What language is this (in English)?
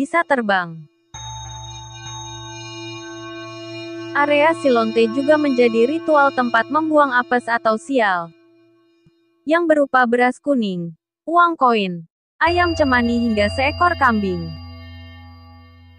Indonesian